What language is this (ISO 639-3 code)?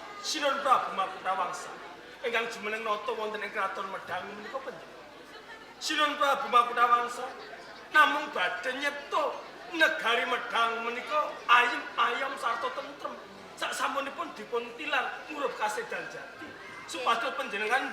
jav